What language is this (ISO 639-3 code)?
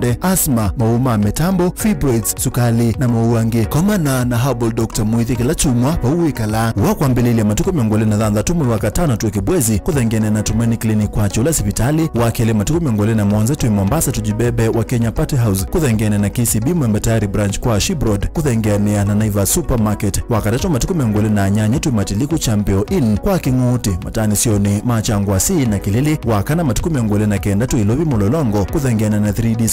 kam